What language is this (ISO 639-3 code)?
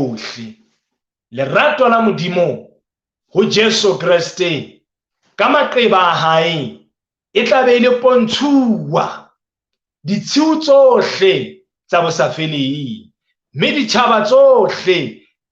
sot